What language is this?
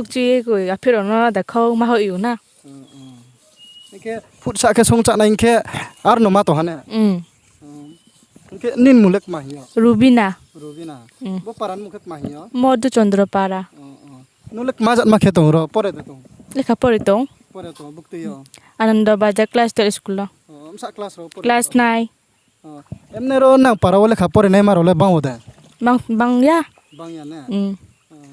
Riang (India)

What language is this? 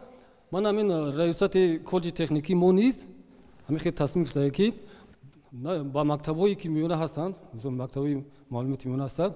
Tajik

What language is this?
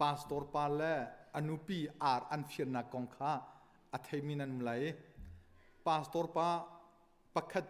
Hakha Chin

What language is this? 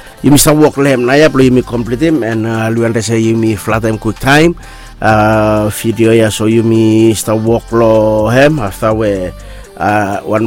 Bislama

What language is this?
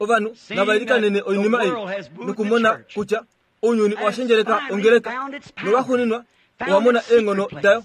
Kuanyama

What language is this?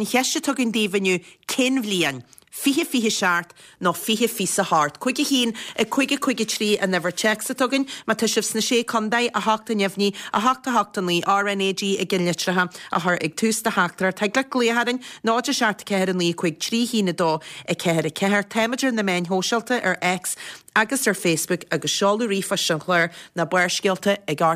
Irish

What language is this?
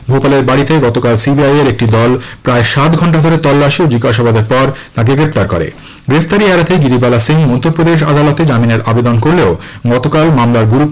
Bangla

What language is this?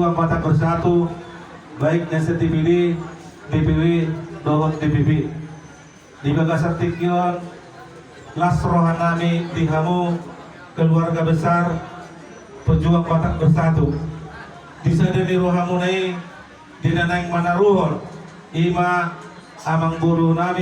Batak Toba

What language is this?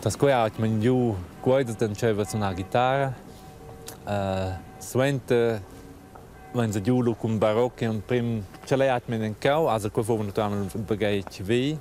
Romansh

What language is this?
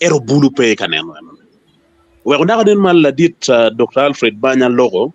Acoli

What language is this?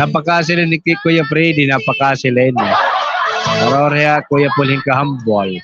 Waray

